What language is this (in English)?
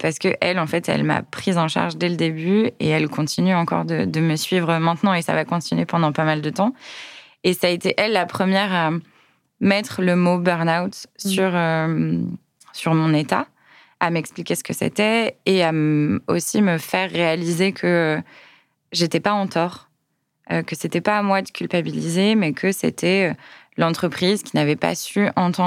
French